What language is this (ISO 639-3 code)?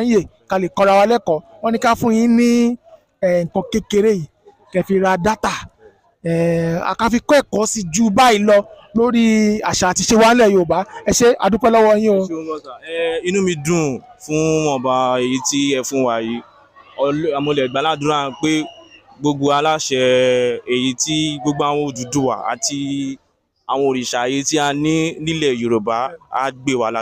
yor